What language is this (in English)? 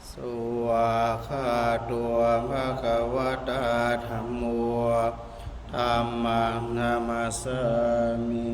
Pali